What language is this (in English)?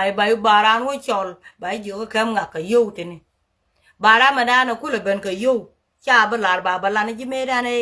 Nuer